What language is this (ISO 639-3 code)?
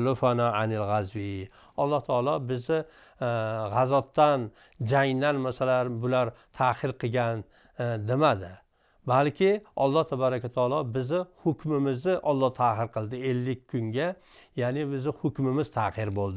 uzb